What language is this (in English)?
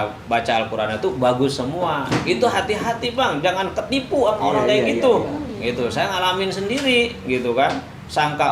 Betawi